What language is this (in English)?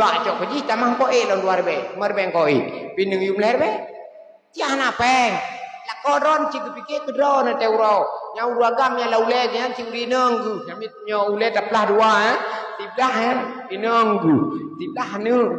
Achinese